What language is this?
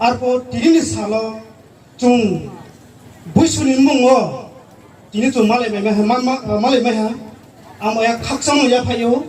Riang (India)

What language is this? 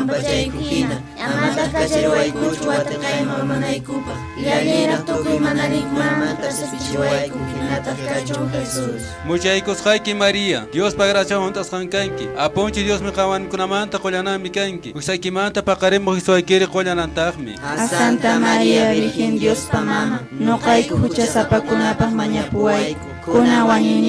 Quechua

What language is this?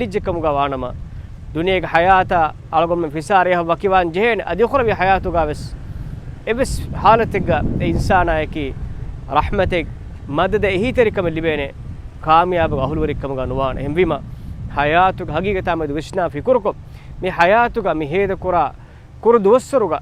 Divehi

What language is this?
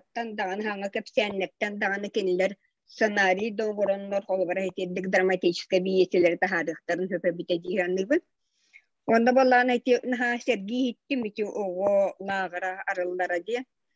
Yakut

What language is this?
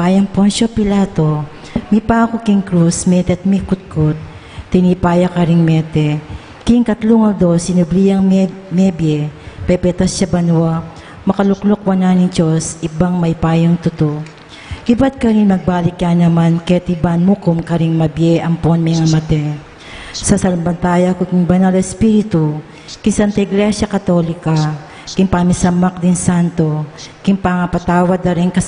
Pampanga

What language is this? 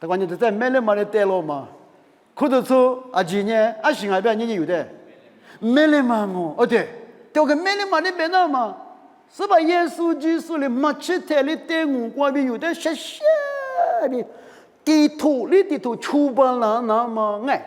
Lisu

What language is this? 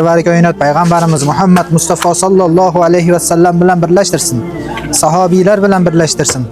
Uzbek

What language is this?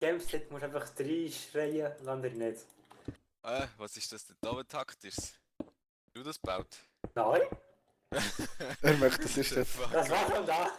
Swiss German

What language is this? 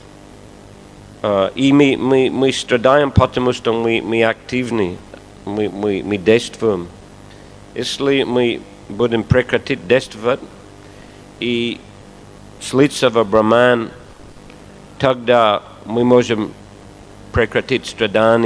Russian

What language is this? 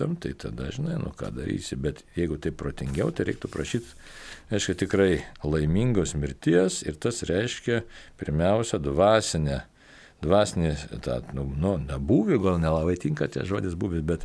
Lithuanian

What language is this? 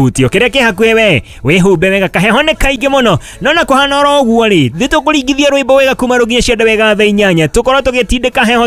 Kikuyu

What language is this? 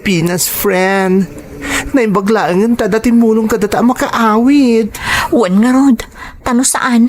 Iloko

